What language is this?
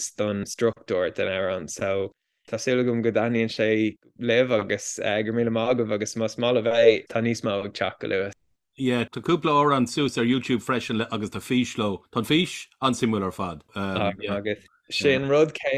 Irish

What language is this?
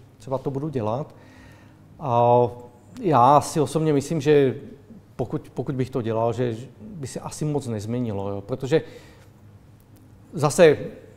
Czech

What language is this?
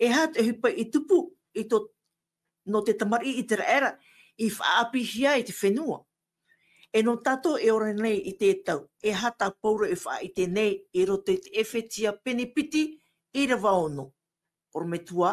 Tahitian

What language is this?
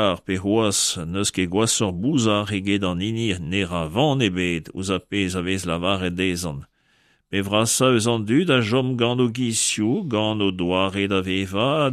Breton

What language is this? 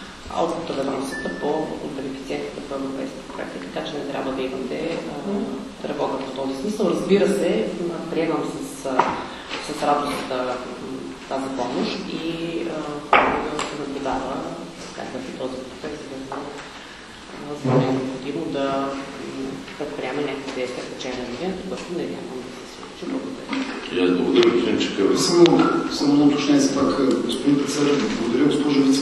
Bulgarian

